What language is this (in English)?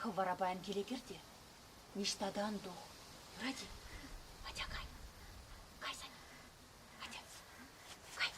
Chuvash